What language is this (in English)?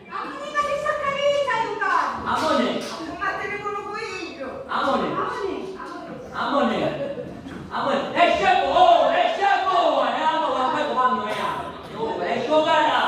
Sicilian